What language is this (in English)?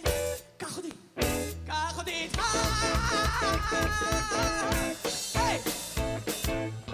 Hebrew